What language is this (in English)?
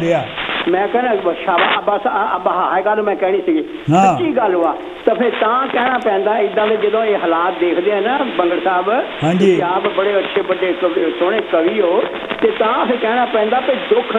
Punjabi